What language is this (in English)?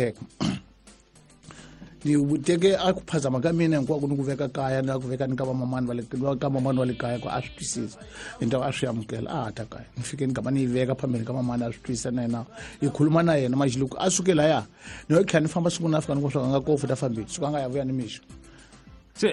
Tsonga